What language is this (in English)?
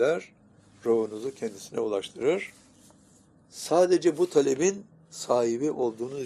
Turkish